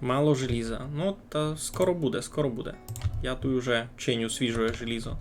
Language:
Rusyn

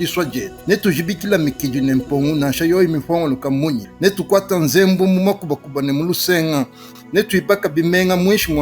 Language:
Luba-Lulua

